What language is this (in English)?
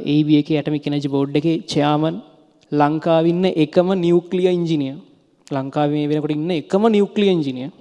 Sinhala